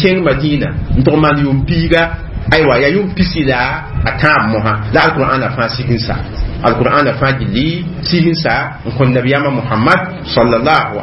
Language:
Mossi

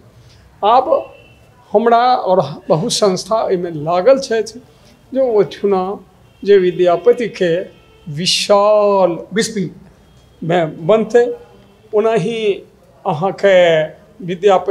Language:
Maithili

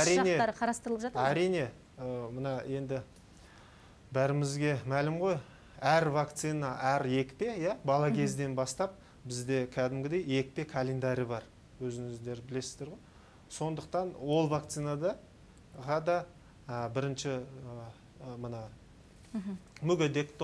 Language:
Kazakh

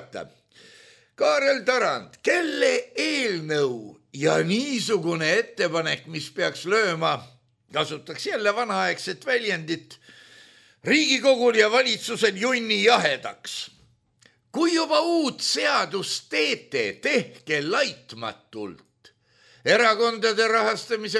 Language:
Estonian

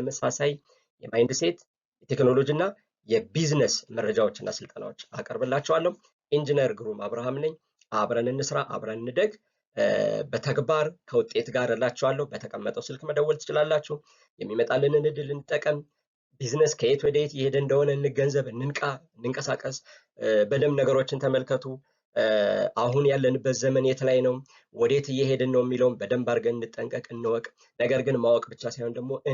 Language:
Amharic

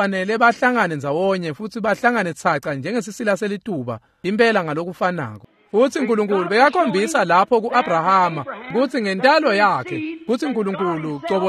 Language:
Swati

